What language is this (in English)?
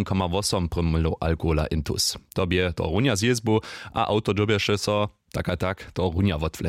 Upper Sorbian